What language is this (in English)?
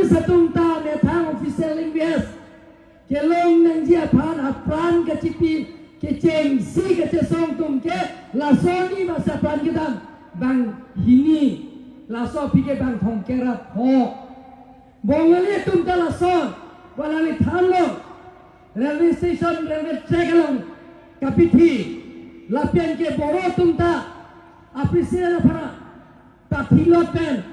Karbi